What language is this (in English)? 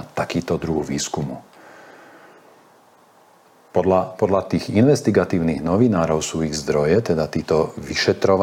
Slovak